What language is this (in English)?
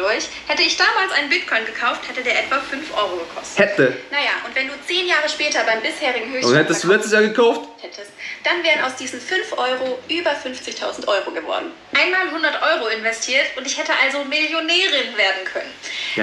German